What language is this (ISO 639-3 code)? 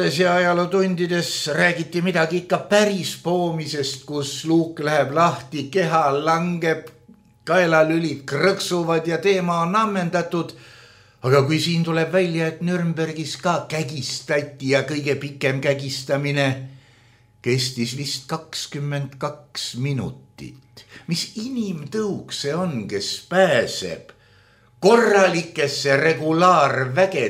est